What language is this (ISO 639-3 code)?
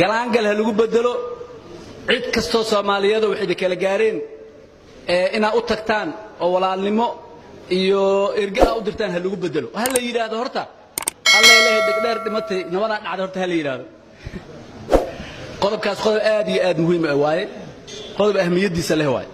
som